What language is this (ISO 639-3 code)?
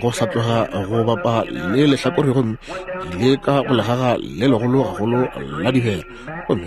nso